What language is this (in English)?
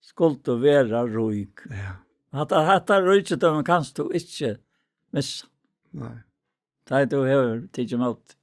Faroese